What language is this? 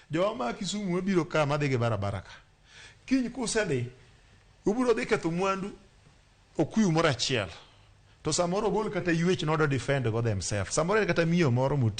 Luo (Kenya and Tanzania)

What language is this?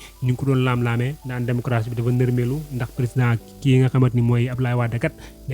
Wolof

